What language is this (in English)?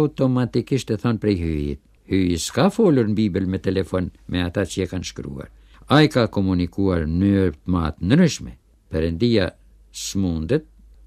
Albanian